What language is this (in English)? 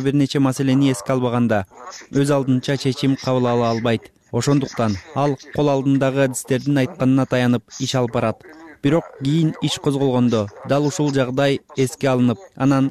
Kyrgyz